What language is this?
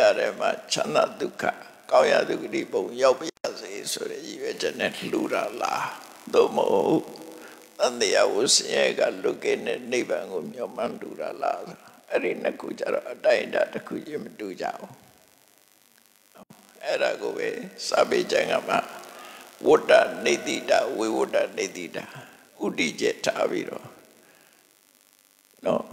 Burmese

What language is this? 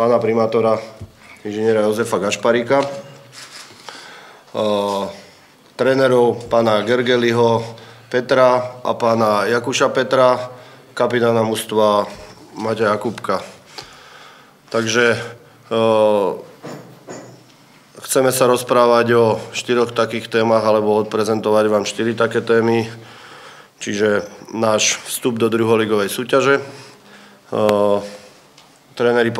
Slovak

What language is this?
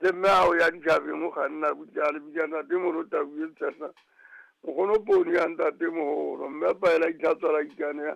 Southern Sotho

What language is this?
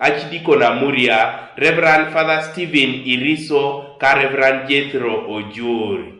Teso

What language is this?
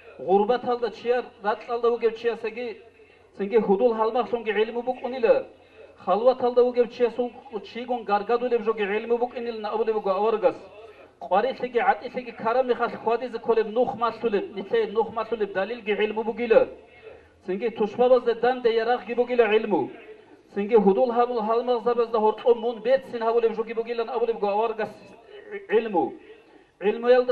Avaric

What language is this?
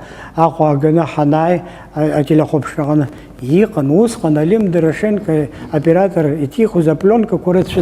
Abkhazian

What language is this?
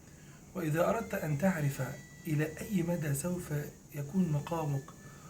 Egyptian Arabic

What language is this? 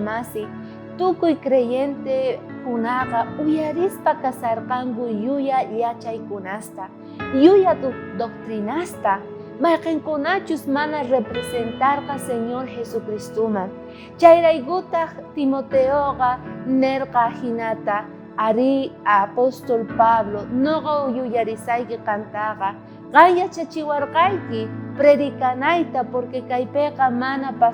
South Bolivian Quechua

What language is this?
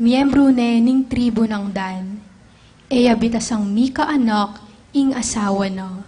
Pampanga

